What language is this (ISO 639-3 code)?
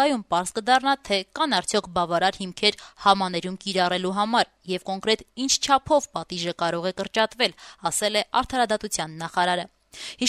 hye